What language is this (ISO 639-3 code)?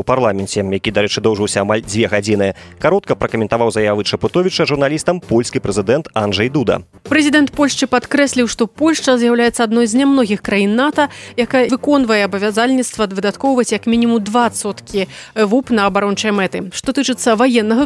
bel